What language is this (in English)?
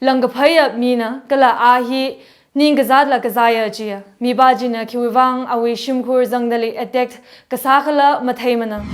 Tangkhul Naga (India)